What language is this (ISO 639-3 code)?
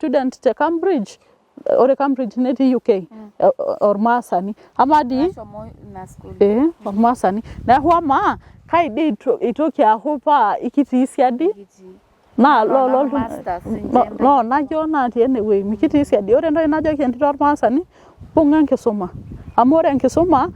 mas